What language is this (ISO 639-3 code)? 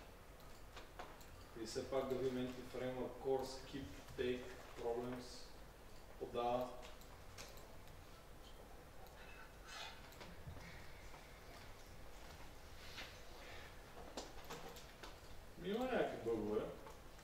bul